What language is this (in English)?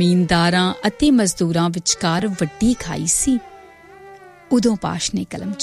Punjabi